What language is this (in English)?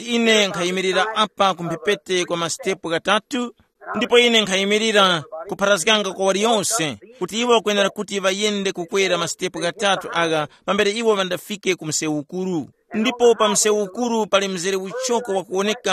Tumbuka